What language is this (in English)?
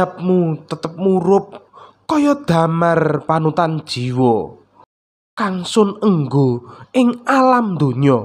Javanese